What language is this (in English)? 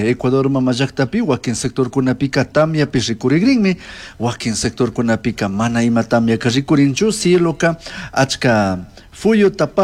Chimborazo Highland Quichua